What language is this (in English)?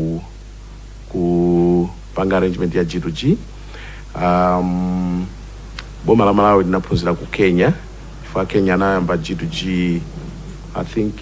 Nyanja